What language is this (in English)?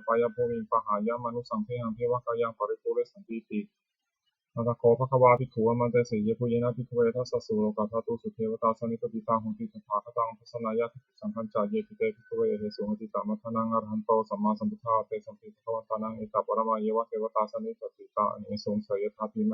Pali